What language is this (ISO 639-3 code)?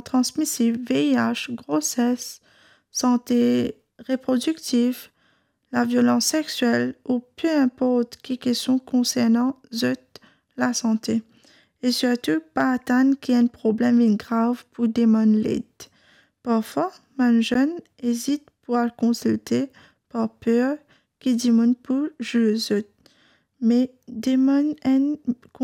mfe